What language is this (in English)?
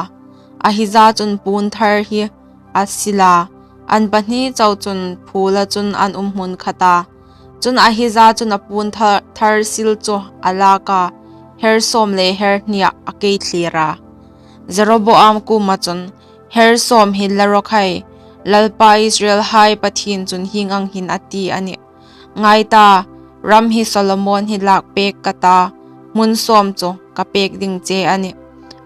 Hmar